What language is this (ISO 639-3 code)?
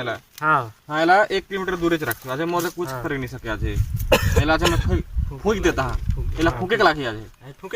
hne